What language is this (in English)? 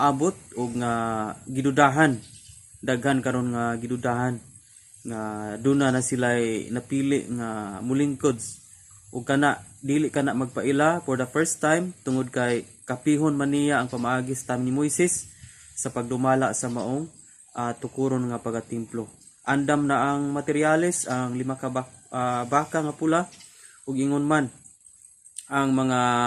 Cebuano